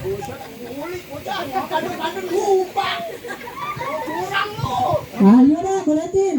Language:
Betawi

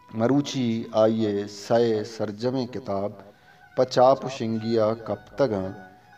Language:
Eastern Balochi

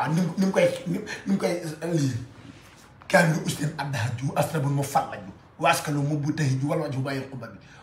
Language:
Wolof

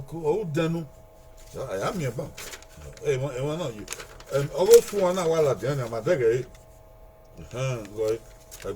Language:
Bini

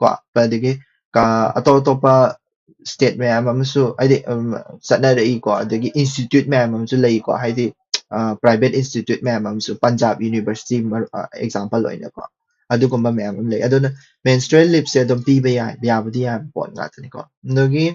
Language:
Manipuri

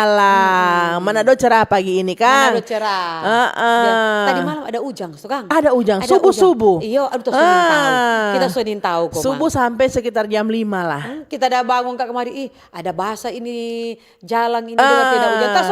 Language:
Manado Malay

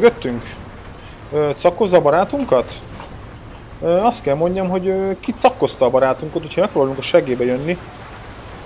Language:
Hungarian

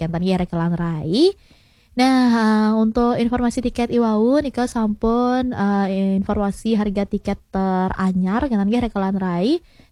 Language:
Balinese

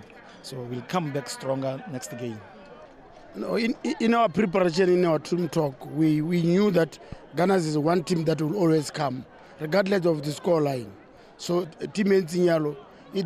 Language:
Tswana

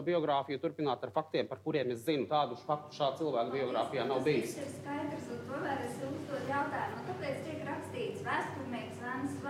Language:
Latvian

